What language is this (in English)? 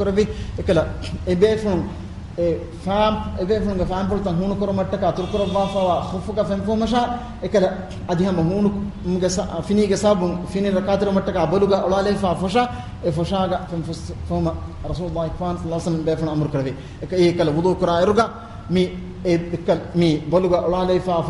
Divehi